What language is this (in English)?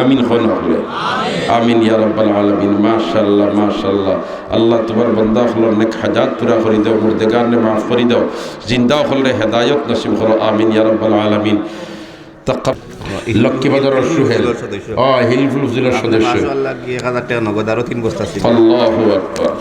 Sylheti